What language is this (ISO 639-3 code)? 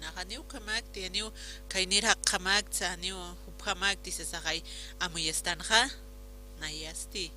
aym